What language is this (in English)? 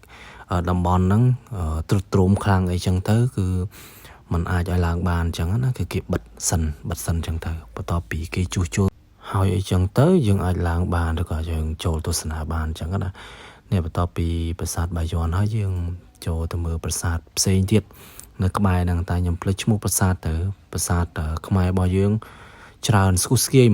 Khmer